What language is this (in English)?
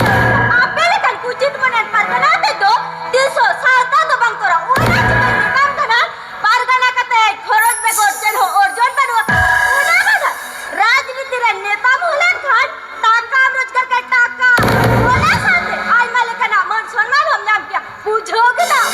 Santali